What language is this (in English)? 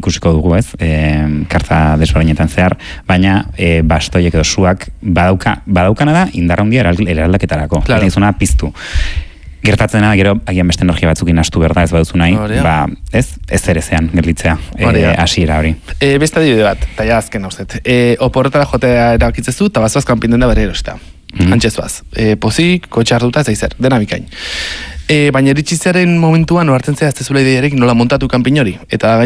Basque